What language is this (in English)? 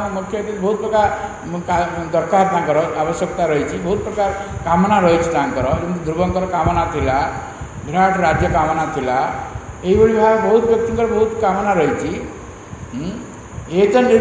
Odia